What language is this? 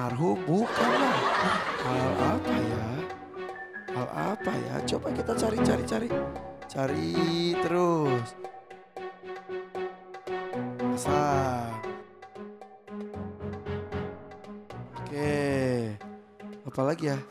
Indonesian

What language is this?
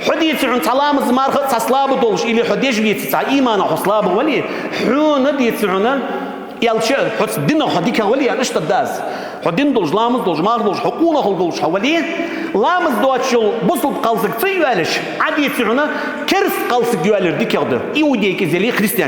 Ingush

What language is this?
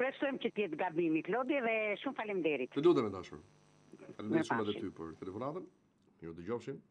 Albanian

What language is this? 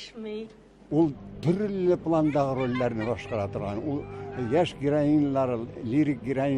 Tatar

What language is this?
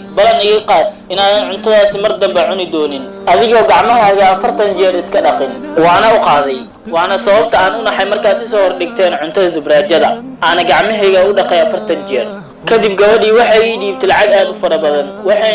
Somali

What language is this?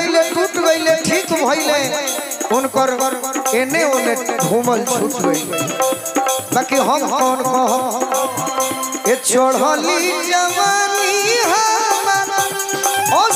Bhojpuri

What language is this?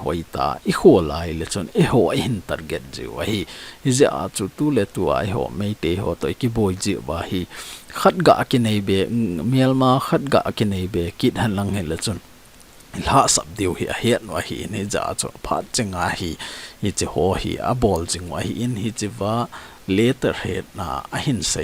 Thado Chin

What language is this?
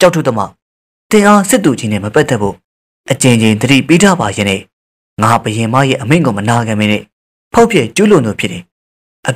Burmese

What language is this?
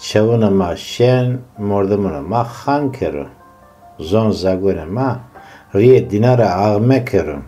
Zaza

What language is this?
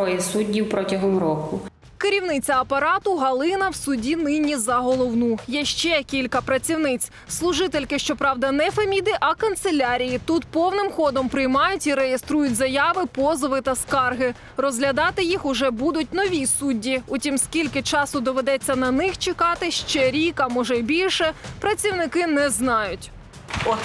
Ukrainian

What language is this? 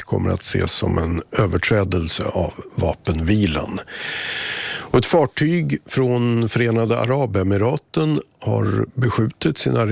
Swedish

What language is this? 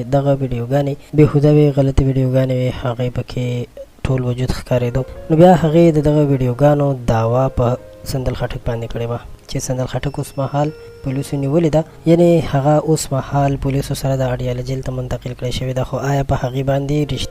Pashto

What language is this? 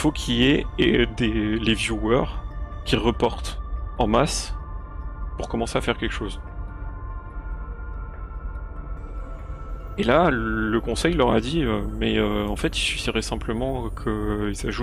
French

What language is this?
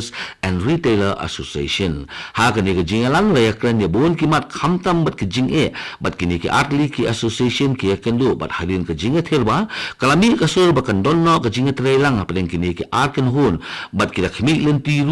Khasi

